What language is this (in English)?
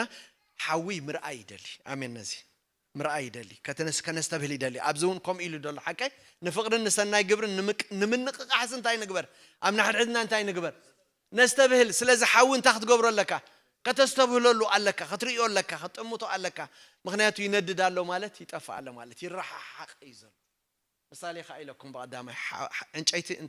Tigrinya